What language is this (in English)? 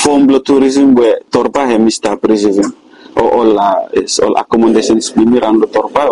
Bislama